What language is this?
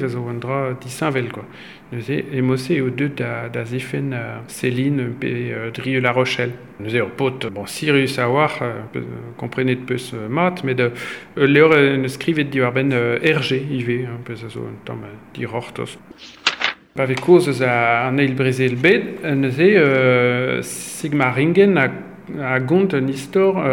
Breton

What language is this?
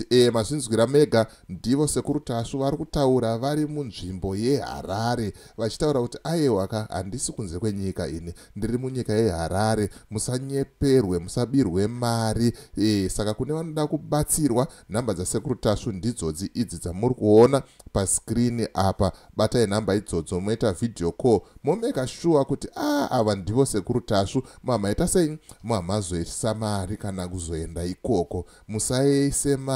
Shona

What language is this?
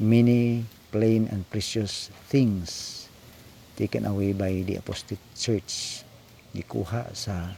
Cebuano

